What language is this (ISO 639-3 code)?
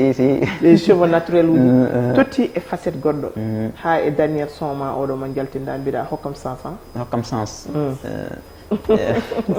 ful